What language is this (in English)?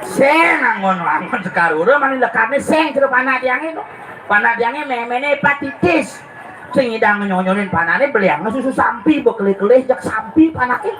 Balinese